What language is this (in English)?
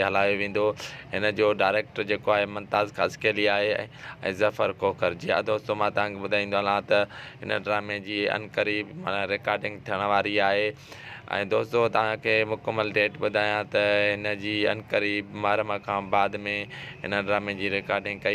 Sindhi